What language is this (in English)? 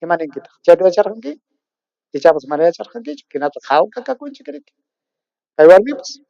Ayacucho Quechua